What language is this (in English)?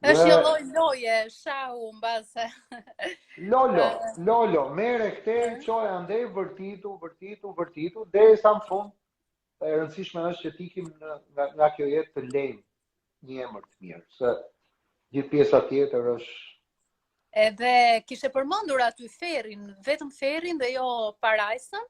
Albanian